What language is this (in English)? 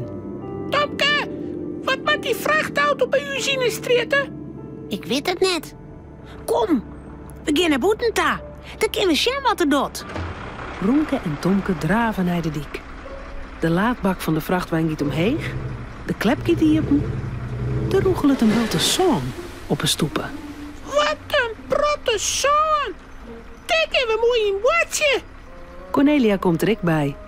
Western Frisian